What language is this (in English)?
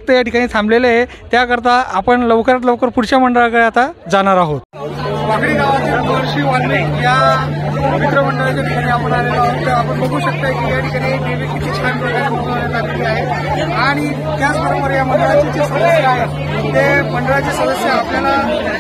Marathi